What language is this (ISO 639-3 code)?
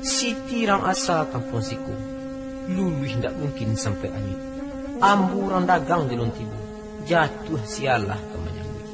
min